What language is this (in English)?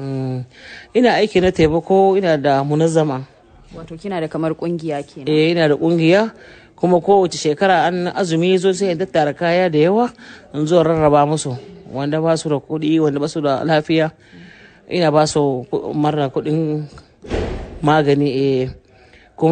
Hausa